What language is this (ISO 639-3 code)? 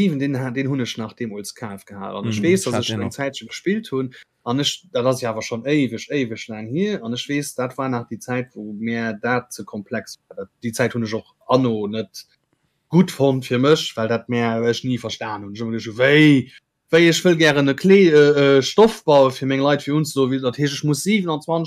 ltz